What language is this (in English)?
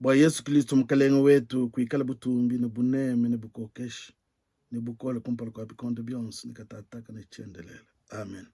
Luba-Lulua